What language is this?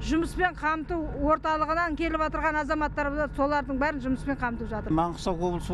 Kazakh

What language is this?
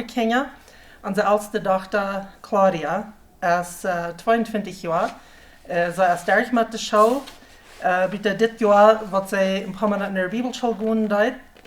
Plautdietsch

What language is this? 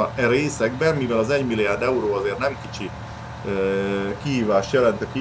Hungarian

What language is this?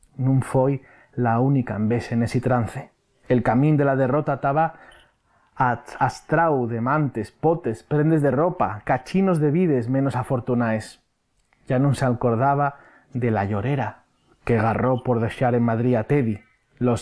Asturian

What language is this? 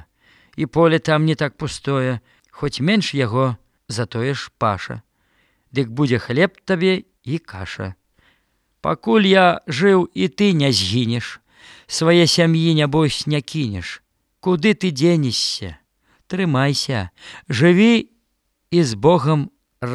Belarusian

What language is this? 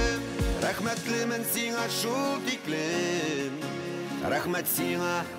Bashkir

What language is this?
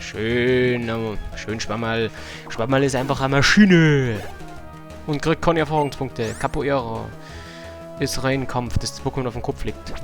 Bavarian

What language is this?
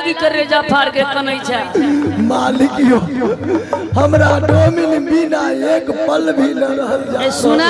Maithili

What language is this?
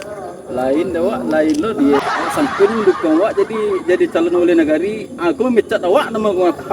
Minangkabau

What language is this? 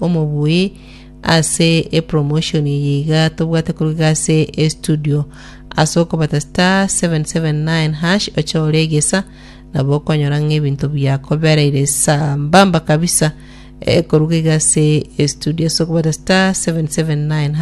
Gusii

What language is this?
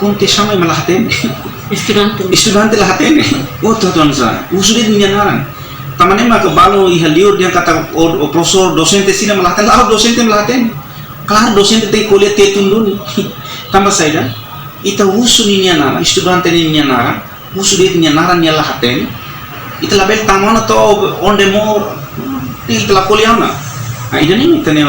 Tetum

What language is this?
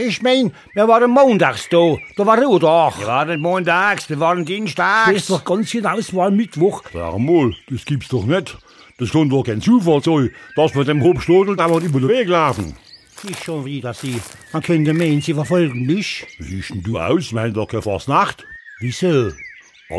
Palatine German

